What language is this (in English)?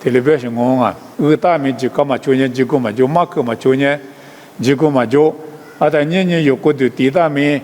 Lisu